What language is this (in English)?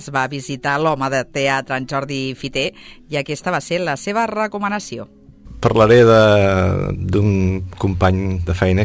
Catalan